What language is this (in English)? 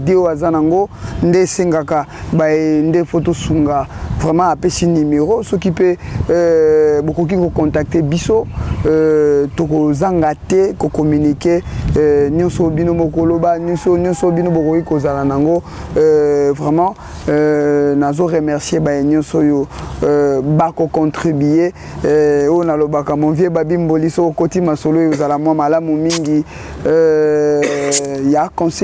Lingala